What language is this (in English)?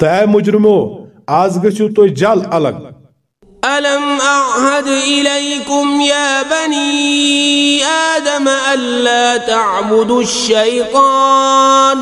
Kashmiri